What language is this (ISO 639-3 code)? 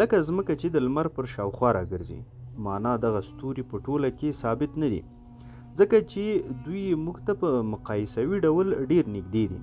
pus